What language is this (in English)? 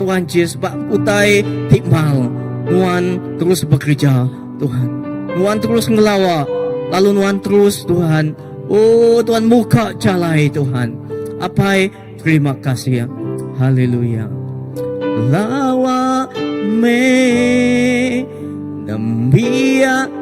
Iban